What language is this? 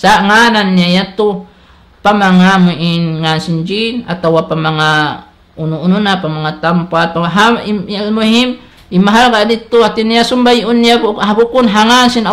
Tausug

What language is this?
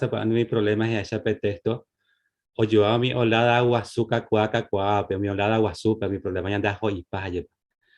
Guarani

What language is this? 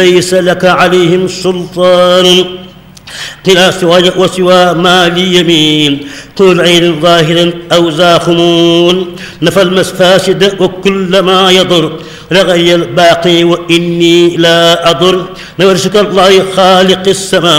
Arabic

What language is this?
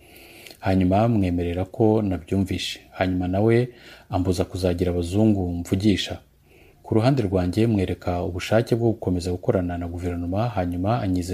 Kinyarwanda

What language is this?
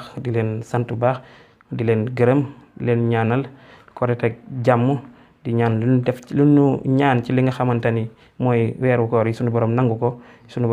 Wolof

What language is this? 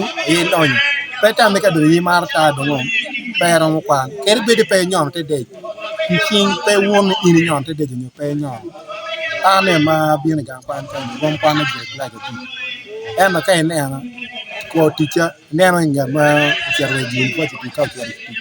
Acoli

